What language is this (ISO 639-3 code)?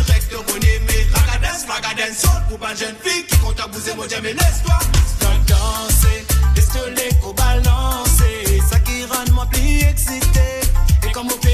mfe